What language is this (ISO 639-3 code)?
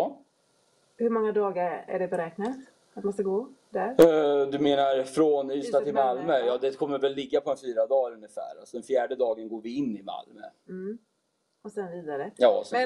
swe